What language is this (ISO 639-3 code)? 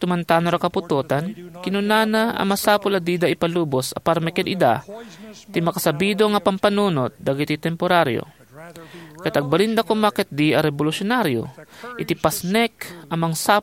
ilo